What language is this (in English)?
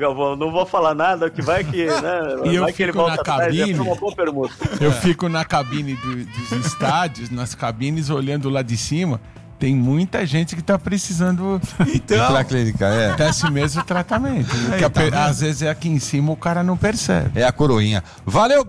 Portuguese